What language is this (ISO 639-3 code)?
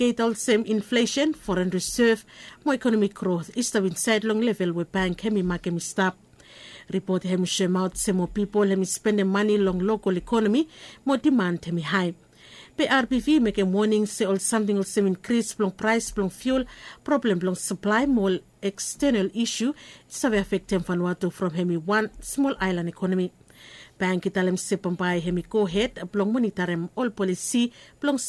bis